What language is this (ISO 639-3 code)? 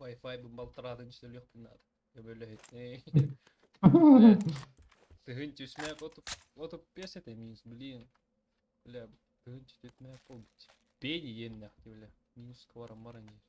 sah